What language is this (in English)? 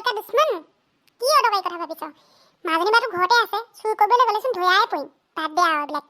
Assamese